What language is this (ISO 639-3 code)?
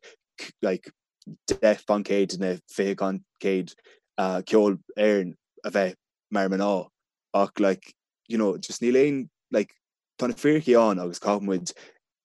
gle